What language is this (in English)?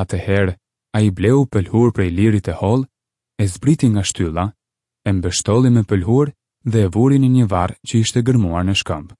Albanian